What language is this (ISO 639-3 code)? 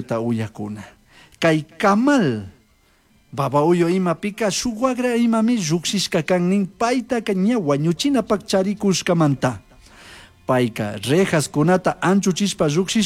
qug